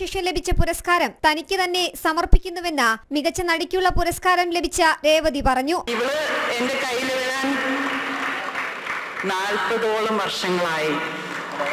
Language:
Malayalam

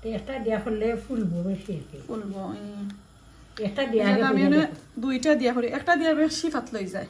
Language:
Sylheti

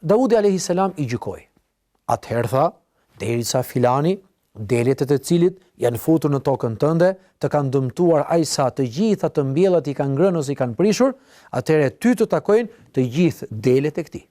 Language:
Albanian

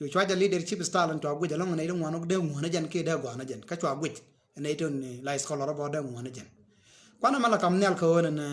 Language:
Nuer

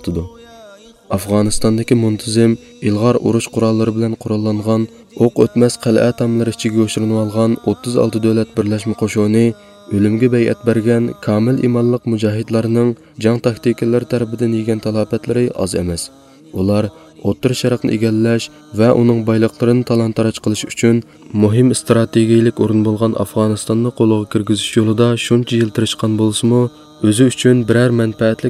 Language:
Uyghur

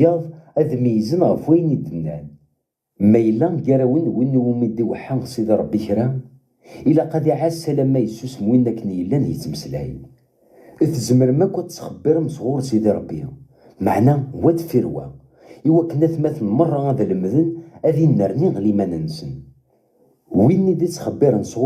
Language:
Kabyle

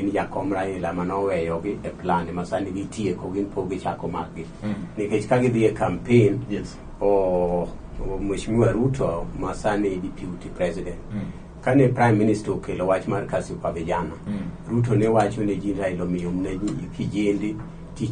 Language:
Luo (Kenya and Tanzania)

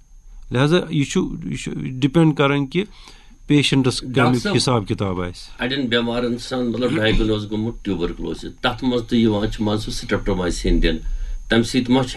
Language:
Kashmiri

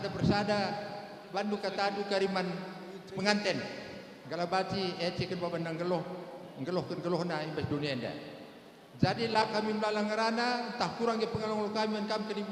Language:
Batak Karo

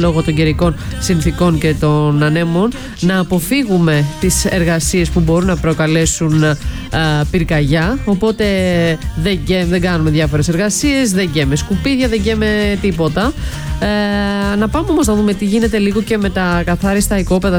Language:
Greek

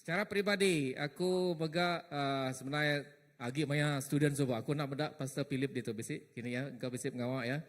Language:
Iban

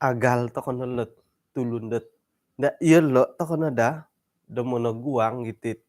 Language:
Central Dusun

